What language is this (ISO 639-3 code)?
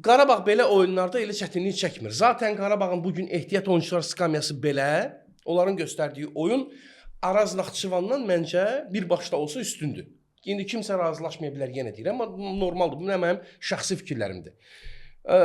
aze